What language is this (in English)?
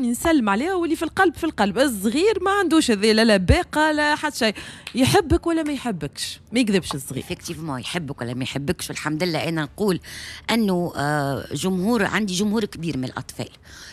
Tunisian Arabic